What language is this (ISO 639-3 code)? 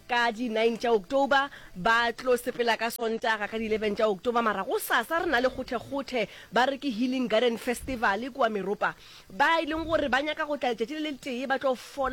nso